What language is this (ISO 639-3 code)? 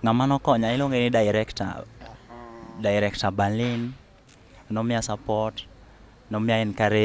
luo